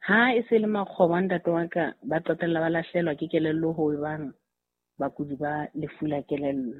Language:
Southern Sotho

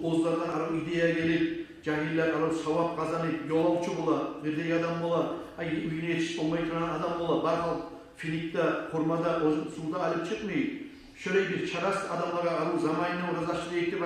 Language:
Kumyk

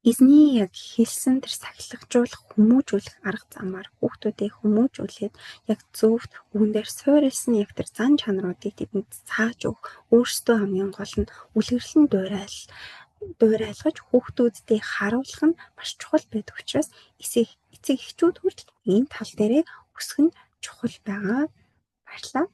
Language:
Mongolian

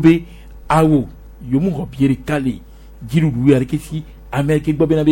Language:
Gen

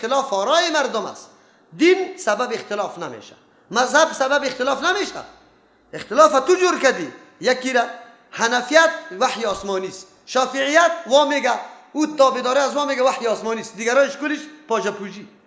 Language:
Persian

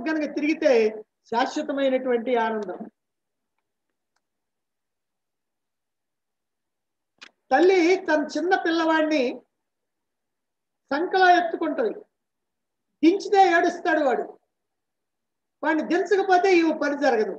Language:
Telugu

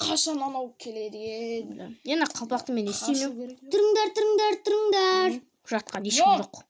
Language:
Kazakh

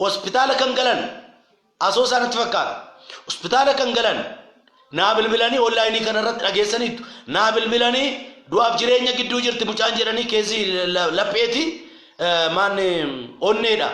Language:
Oromo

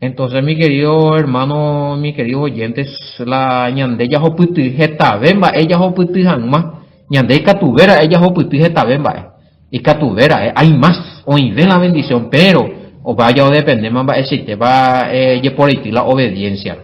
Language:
Guarani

